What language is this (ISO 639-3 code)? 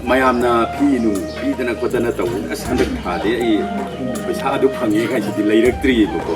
mni